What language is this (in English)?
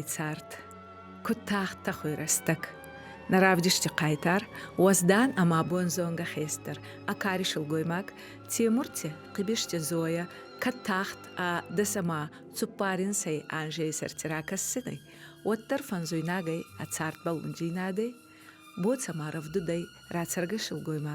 Ossetic